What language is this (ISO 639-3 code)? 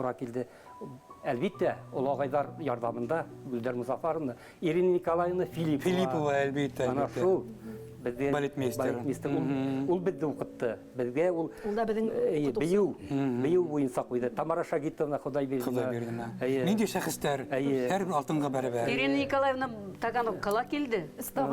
bak